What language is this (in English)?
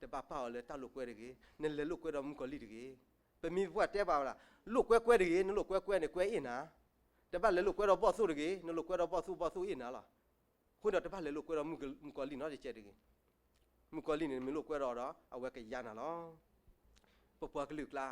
S'gaw Karen